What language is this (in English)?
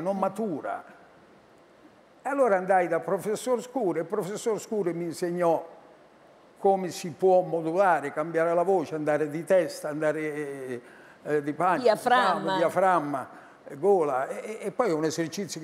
Italian